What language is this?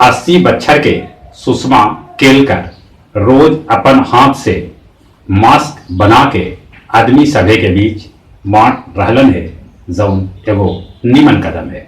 Magahi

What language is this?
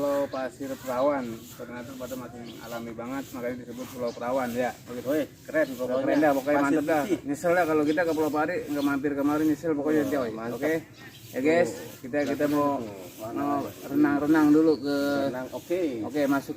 Betawi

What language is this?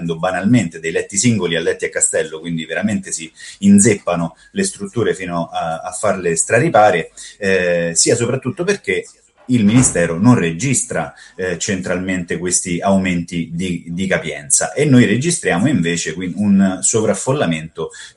Italian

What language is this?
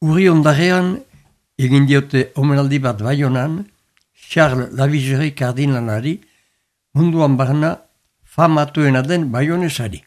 Basque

